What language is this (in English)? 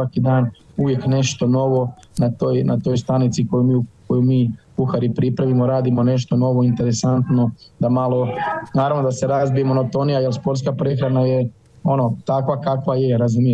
Croatian